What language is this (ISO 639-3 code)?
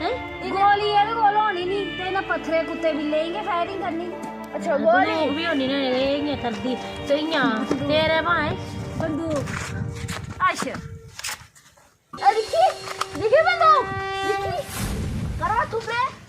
doi